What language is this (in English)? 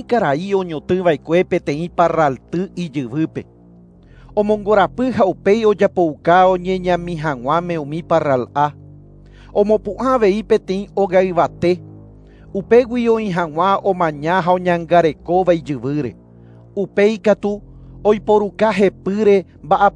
Guarani